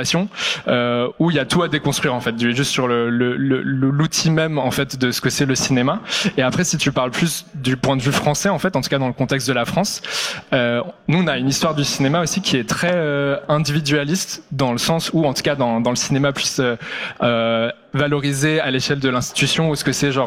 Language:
French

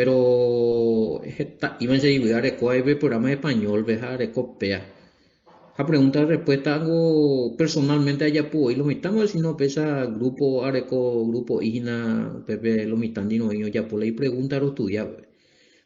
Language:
Guarani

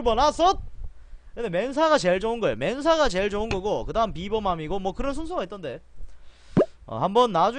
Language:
Korean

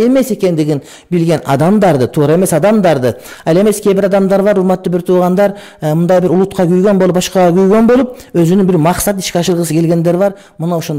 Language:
Kyrgyz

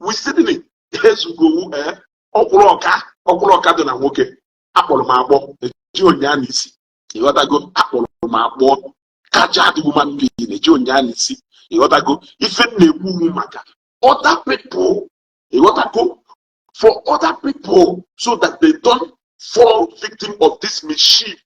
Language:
Igbo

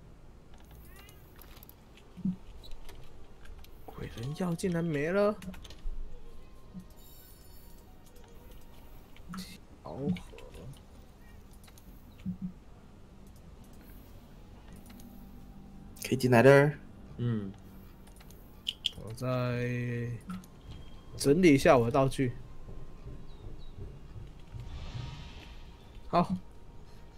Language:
Chinese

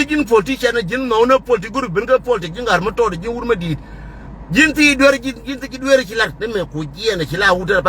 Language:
Nuer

